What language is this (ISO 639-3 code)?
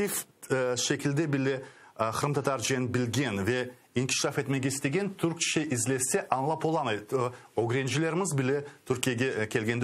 crh